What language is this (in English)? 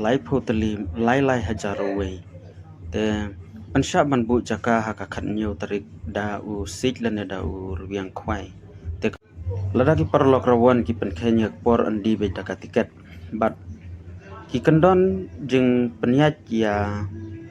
Khasi